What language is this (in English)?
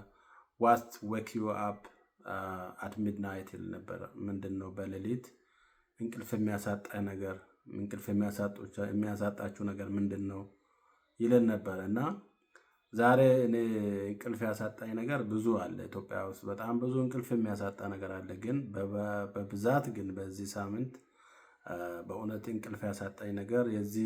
Amharic